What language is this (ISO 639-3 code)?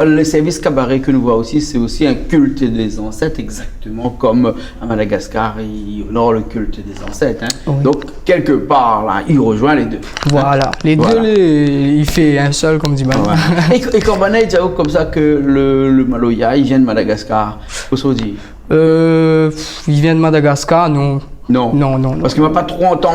rcf